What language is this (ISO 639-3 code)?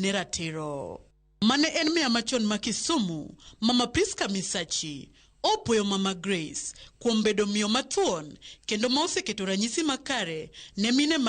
luo